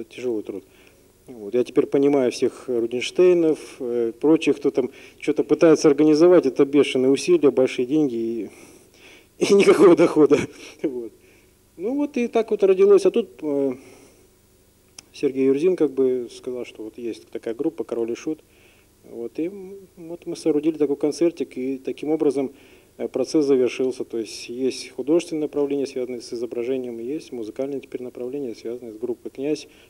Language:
Russian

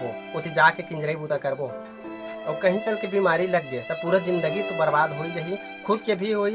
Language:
Chhattisgarhi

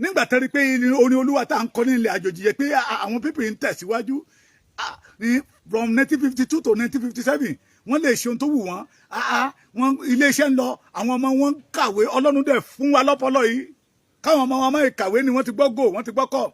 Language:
Yoruba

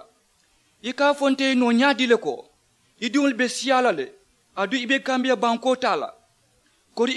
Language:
Mandingo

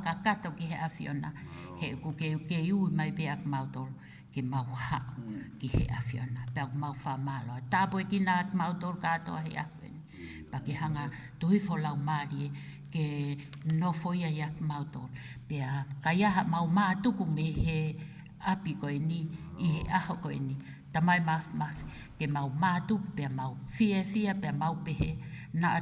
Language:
Tongan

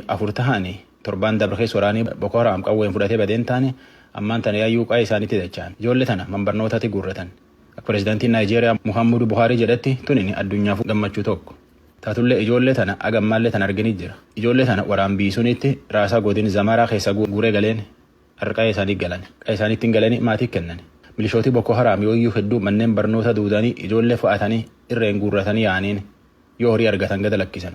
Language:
Oromo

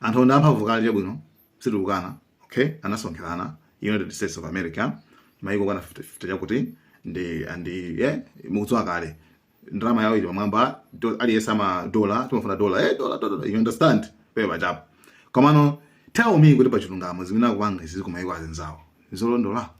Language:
Nyanja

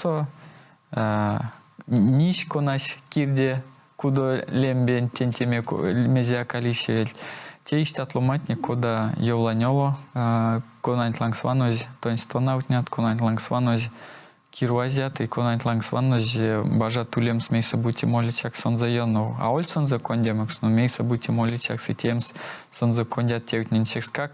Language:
Erzya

